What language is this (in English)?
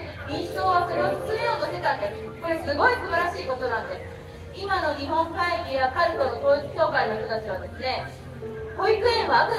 Japanese